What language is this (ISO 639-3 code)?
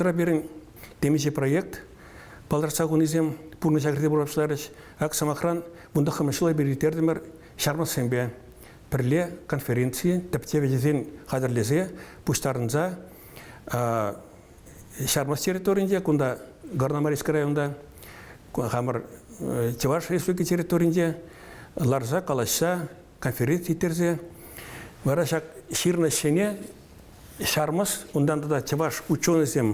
chv